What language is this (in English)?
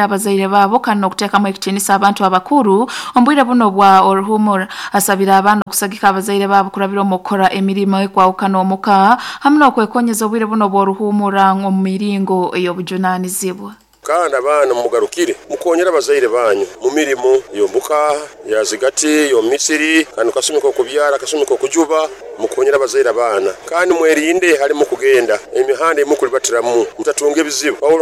Nyankole